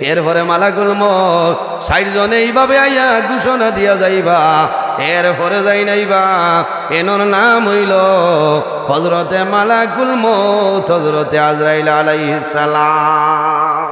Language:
Sylheti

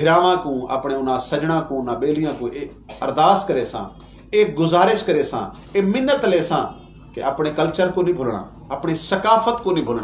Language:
Saraiki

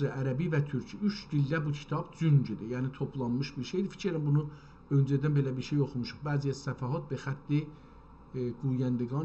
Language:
South Azerbaijani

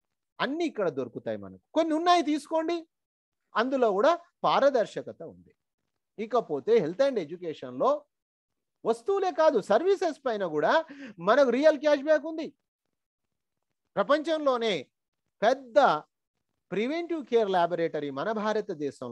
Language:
Telugu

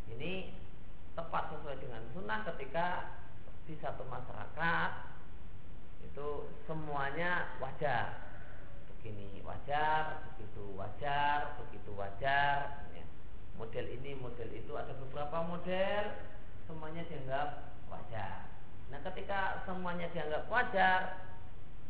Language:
Indonesian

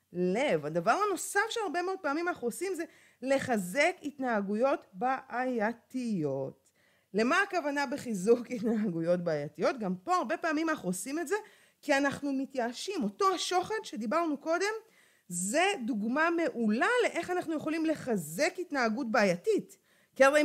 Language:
Hebrew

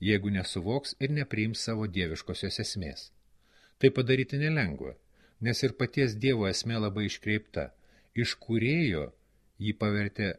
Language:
Lithuanian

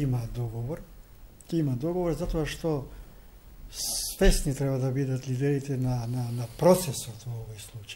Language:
Macedonian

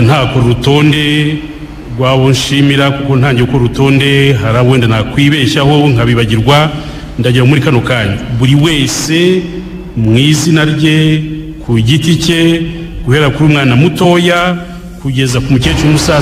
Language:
Kinyarwanda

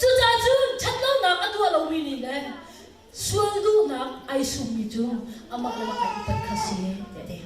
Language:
Hakha Chin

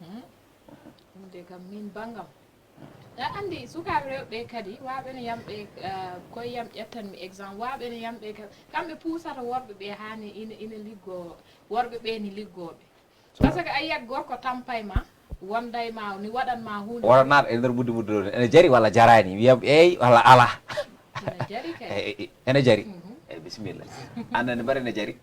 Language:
Fula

